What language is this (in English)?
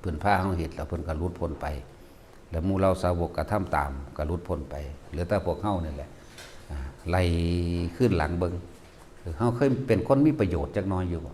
Northeastern Thai